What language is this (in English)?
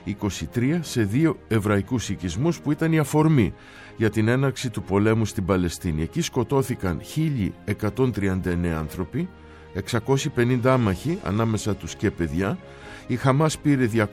Greek